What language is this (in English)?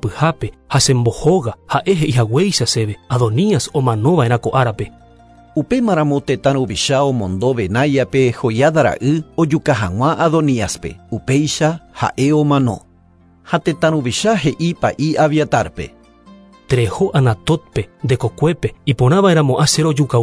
Guarani